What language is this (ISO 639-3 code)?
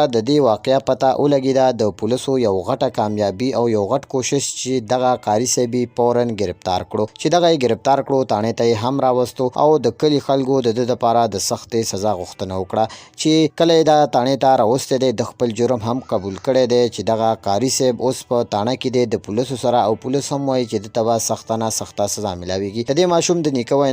pus